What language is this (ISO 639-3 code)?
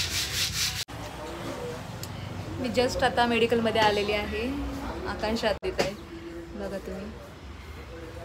mar